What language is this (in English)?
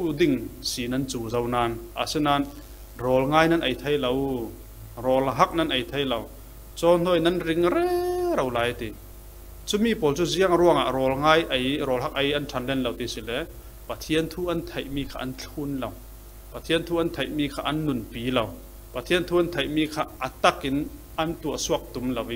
Falam Chin